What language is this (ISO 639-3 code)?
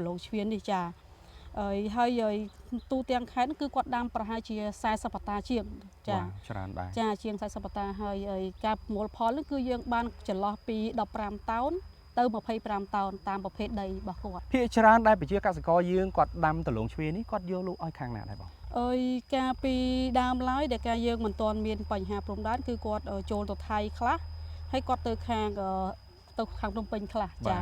khm